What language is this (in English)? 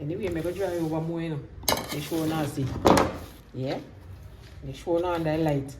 Jamaican Creole English